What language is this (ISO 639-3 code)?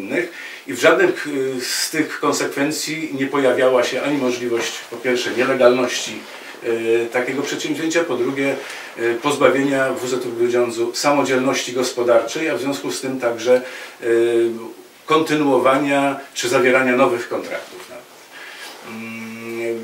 pol